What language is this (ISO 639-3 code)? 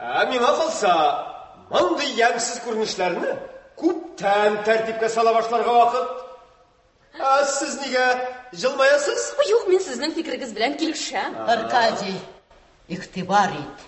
tat